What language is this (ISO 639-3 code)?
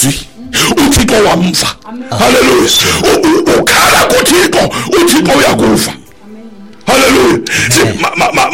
xho